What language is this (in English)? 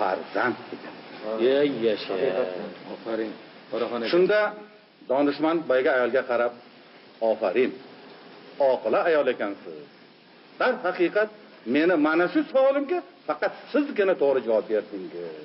Uzbek